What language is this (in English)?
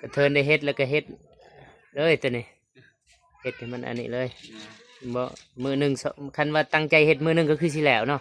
Lao